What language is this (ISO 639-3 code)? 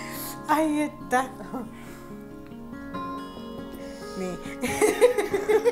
fin